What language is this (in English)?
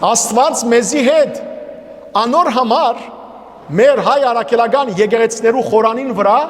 Western Armenian